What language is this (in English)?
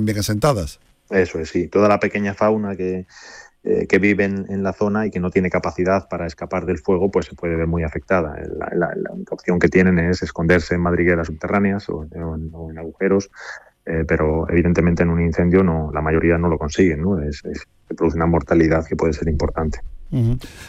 Spanish